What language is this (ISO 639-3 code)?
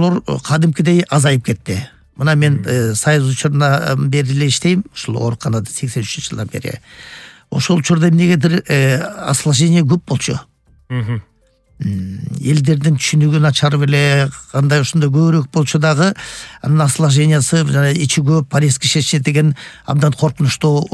kir